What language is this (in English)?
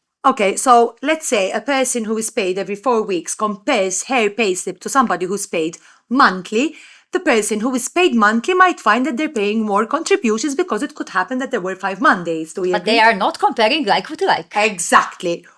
English